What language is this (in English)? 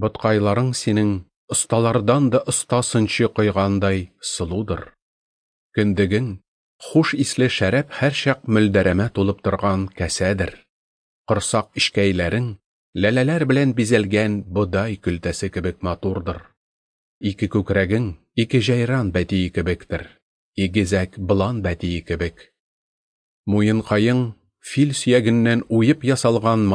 Tatar